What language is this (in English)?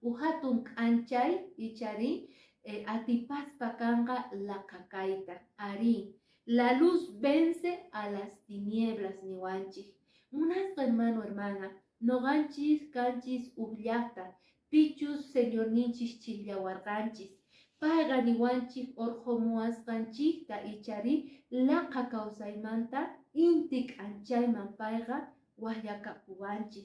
Quechua